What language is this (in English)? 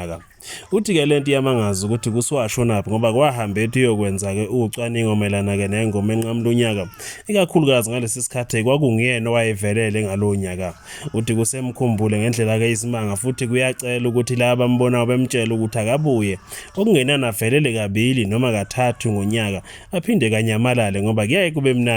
Zulu